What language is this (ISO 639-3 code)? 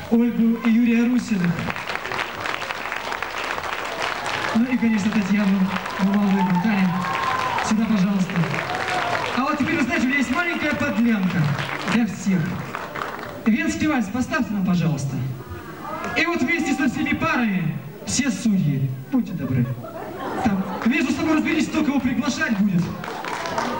rus